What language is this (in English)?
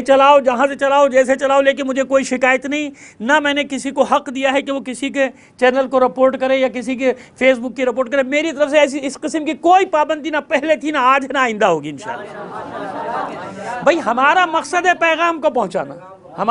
Urdu